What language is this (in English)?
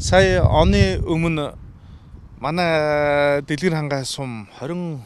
Mongolian